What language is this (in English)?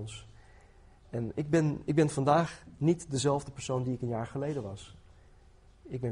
Dutch